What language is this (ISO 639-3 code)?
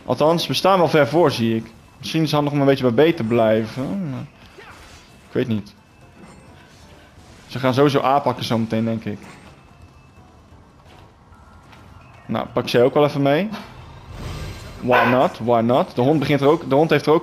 nld